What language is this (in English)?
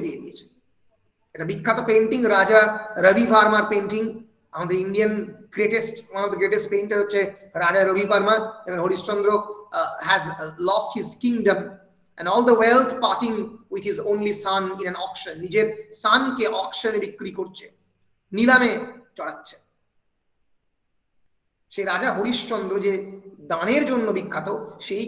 Bangla